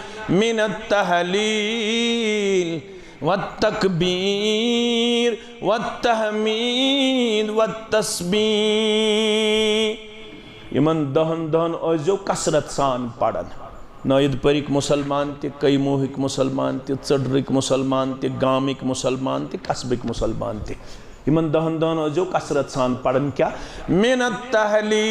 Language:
Kashmiri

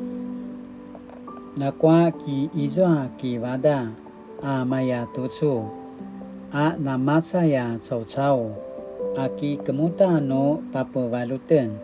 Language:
Paiwan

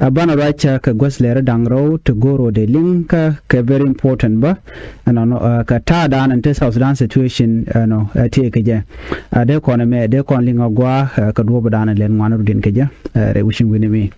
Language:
Nuer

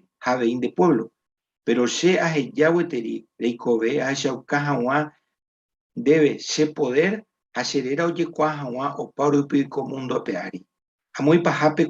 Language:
Guarani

